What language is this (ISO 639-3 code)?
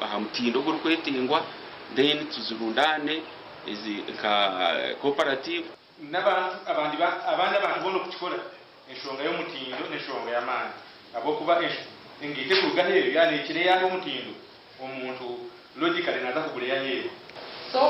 nyn